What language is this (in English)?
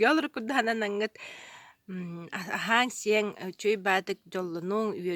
Yakut